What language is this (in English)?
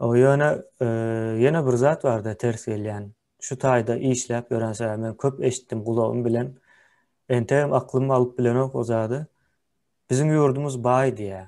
Turkmen